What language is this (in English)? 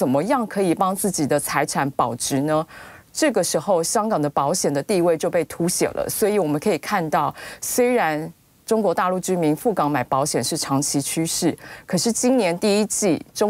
Chinese